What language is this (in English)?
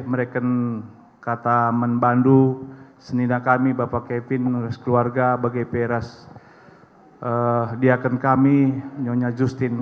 Batak Karo